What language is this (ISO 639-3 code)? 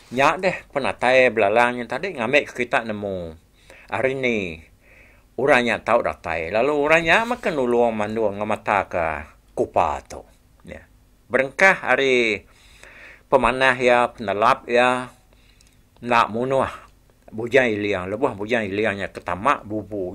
iba